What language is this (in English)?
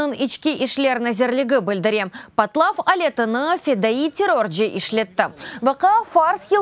Crimean Tatar